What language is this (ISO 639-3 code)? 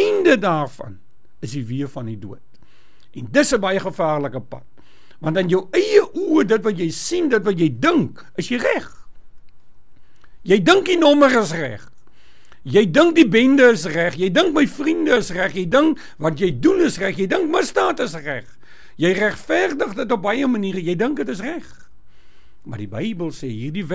afr